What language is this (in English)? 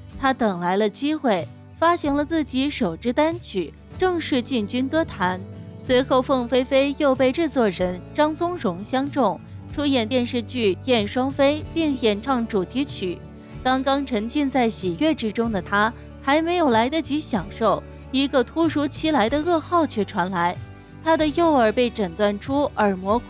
Chinese